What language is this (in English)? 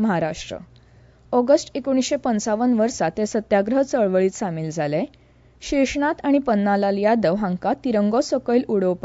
Konkani